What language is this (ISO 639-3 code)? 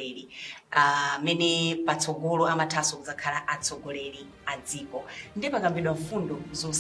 nya